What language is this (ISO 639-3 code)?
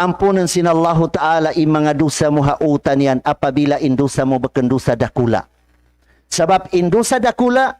tsg